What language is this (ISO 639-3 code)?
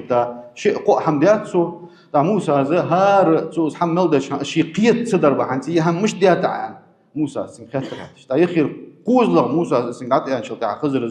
inh